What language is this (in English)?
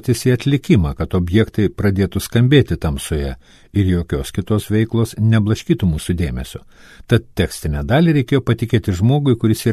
Lithuanian